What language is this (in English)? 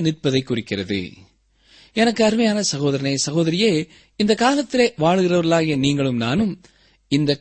Tamil